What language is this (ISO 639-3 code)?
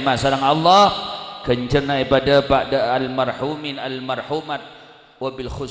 mad